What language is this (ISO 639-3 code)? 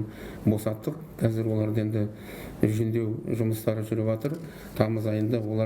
kaz